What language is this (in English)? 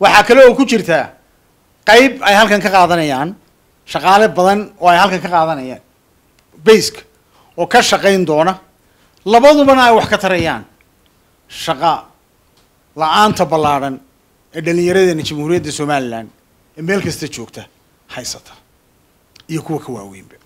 Somali